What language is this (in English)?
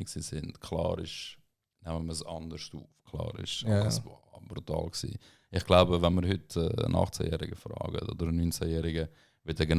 Swiss German